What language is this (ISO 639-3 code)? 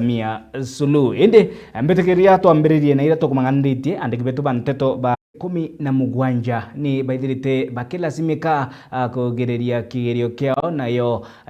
mer